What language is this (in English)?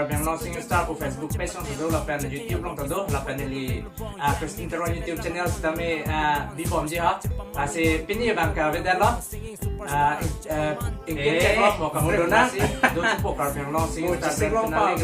Karbi